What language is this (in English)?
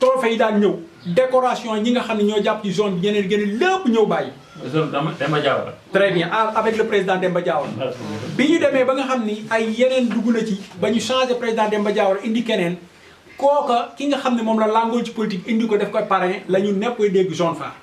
Wolof